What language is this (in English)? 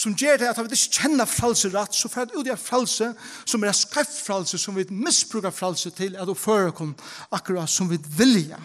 Faroese